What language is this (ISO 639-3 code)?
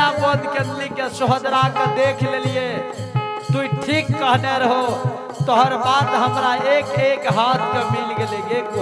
anp